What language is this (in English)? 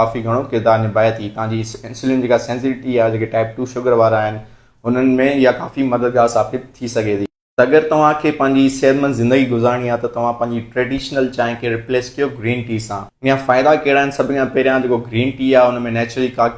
Sindhi